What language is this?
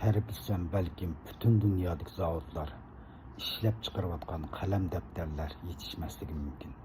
Uyghur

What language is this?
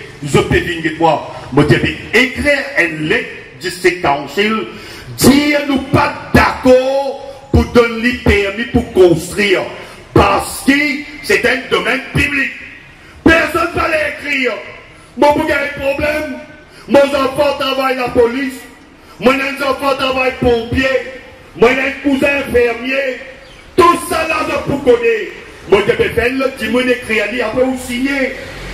Morisyen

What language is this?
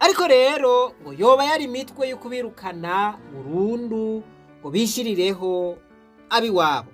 Rundi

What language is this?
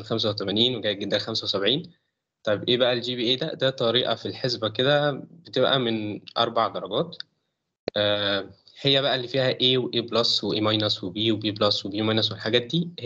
Egyptian Arabic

